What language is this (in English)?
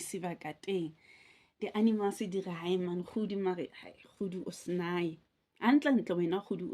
Southern Sotho